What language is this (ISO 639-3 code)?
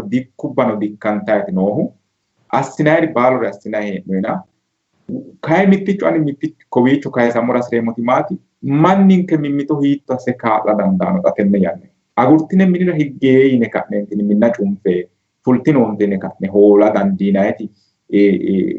sid